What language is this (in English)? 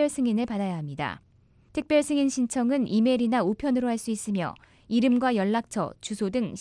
Korean